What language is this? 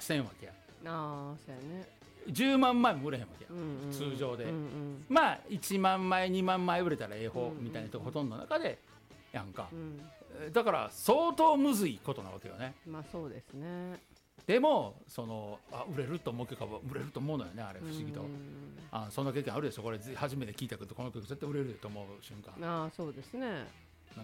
Japanese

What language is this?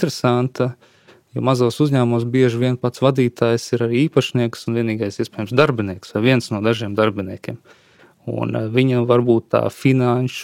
Latvian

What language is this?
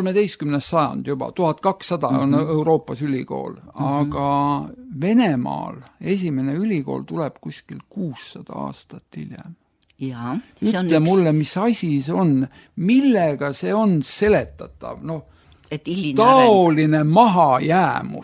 Estonian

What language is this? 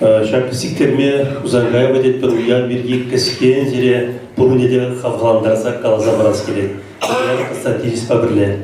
Chuvash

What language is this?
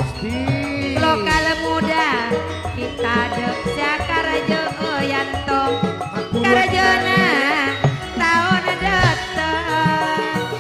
Madurese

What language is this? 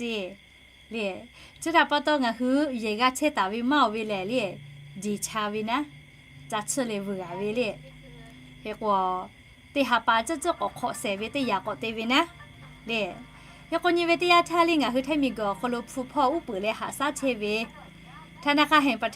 Lahu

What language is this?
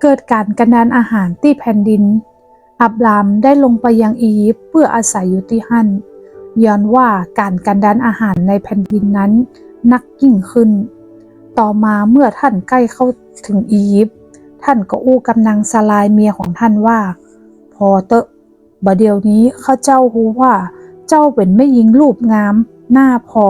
Northern Thai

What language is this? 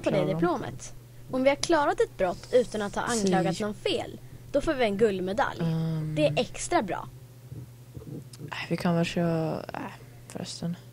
Swedish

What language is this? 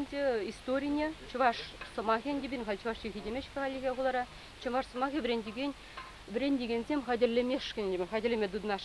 Chuvash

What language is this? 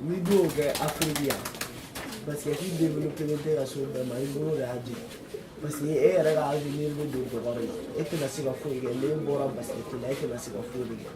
Bambara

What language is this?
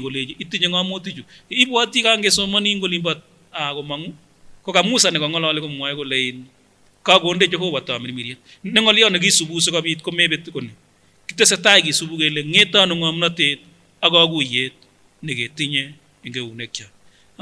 Kipsigis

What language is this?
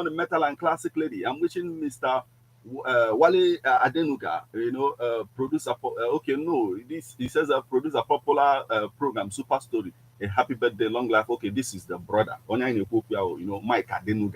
Igbo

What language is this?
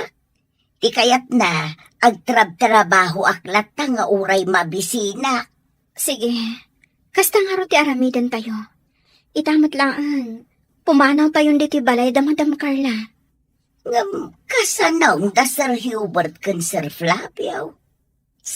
Iloko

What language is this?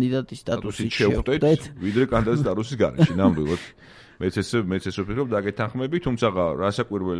Georgian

